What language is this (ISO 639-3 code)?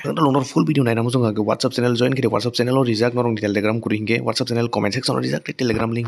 trp